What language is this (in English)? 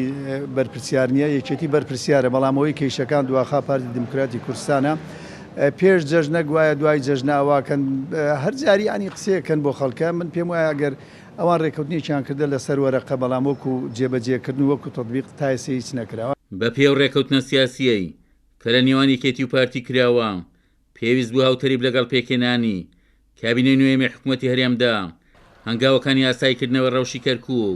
Central Kurdish